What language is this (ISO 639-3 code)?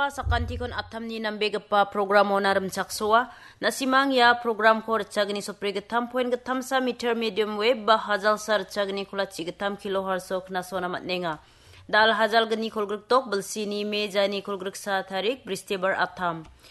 grt